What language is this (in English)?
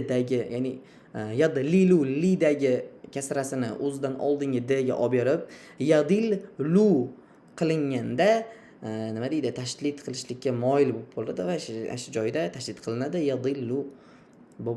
Uzbek